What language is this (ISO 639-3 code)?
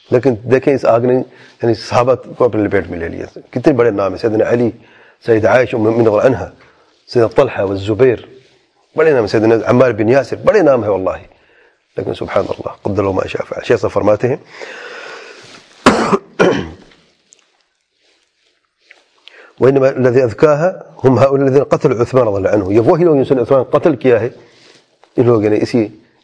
urd